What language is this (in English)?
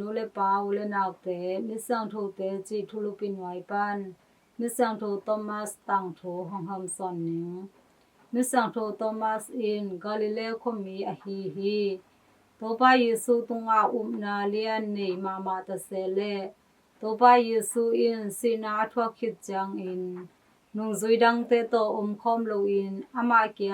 Tedim Chin